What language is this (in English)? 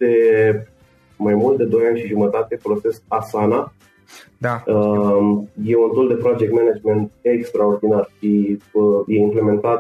Romanian